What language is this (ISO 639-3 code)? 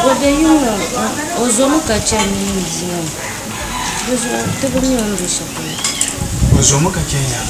dag